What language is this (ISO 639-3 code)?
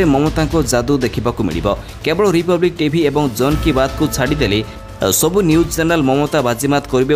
ori